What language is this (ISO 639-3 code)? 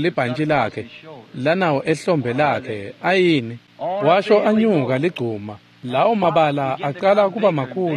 ssw